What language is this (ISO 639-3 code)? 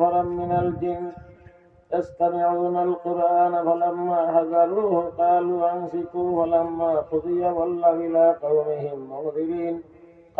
syl